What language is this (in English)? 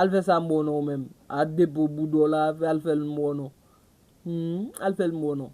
Haitian Creole